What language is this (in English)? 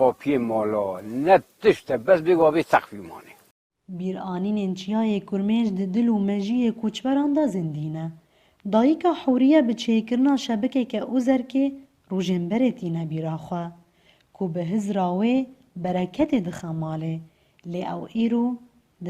Kurdish